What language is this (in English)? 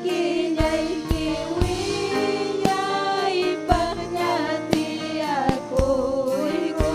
Ayacucho Quechua